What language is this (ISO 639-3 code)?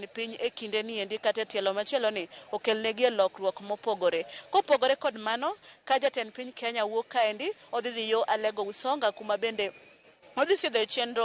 luo